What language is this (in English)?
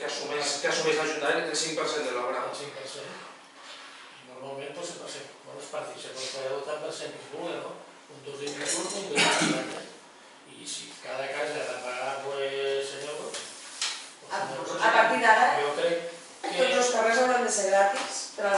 Catalan